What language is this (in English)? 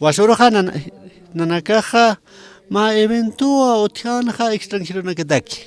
Aymara